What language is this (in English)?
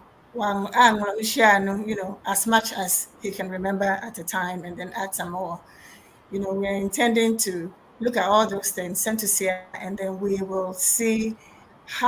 Ewe